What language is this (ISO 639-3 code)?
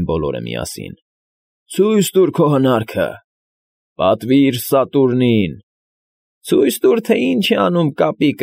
hye